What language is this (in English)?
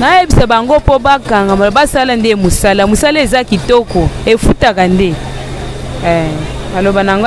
Lingala